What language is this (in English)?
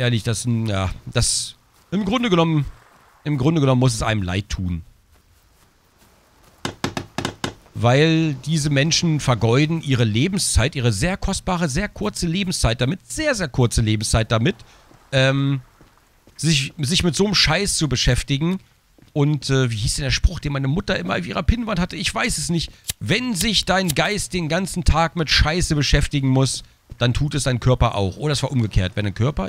German